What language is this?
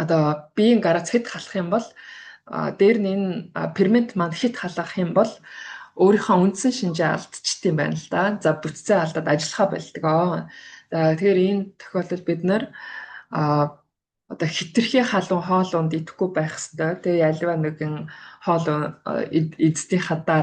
Mongolian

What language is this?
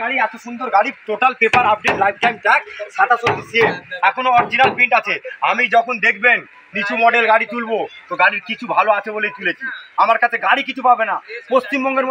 Bangla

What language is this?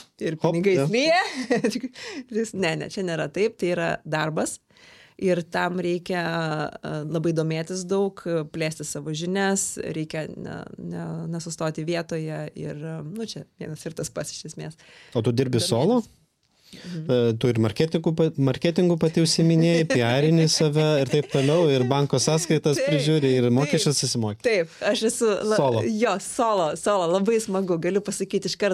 Lithuanian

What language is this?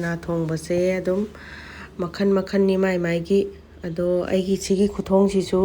Manipuri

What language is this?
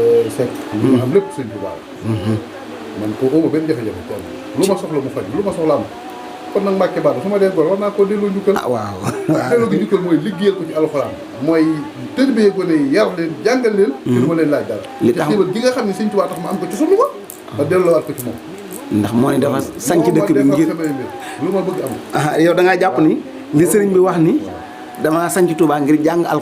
Wolof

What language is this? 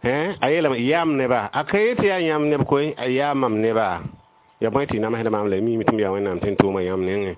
Mossi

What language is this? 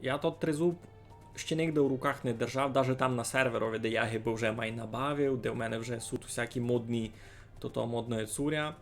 Rusyn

